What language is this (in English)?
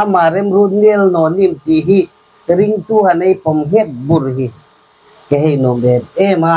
Hmar